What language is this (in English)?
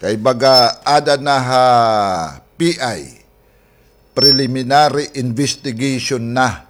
Waray